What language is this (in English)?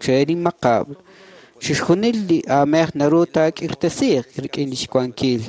Kekchí